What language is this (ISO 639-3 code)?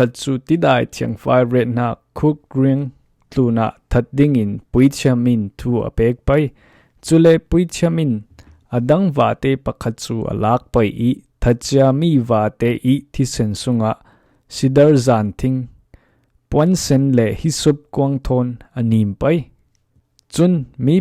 cfm